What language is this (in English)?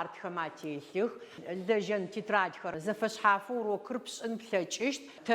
Adyghe